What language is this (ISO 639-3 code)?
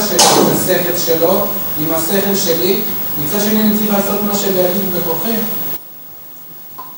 heb